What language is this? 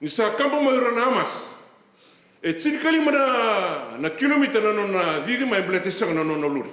Fijian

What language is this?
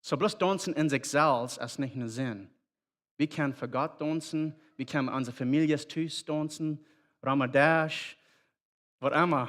Plautdietsch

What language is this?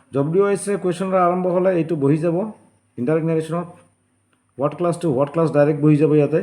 Assamese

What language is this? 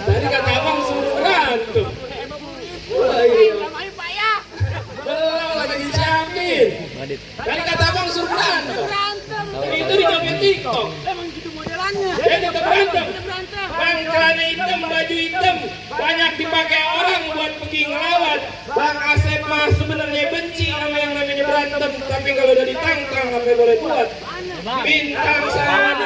Betawi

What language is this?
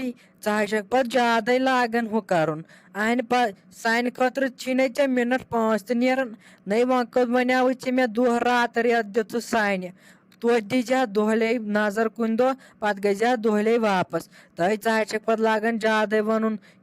Kashmiri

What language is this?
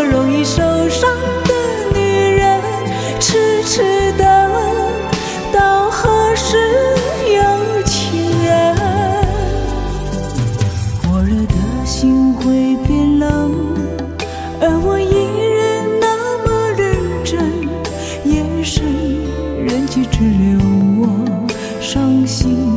Chinese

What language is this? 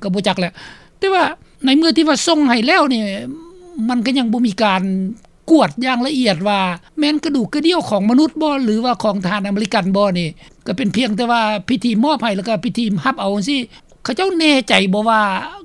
Lao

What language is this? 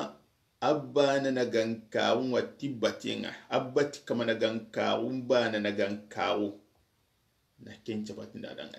Soninke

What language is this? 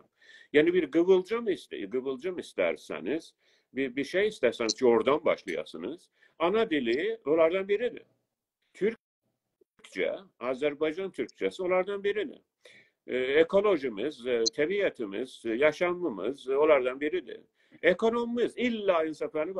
South Azerbaijani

